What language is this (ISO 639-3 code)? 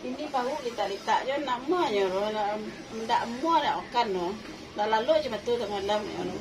min